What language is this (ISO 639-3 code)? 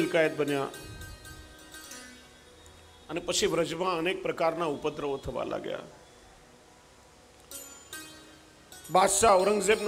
guj